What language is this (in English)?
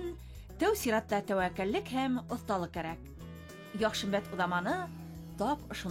Bashkir